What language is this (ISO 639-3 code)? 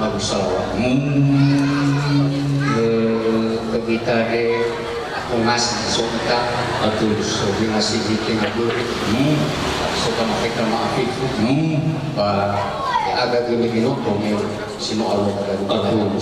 nia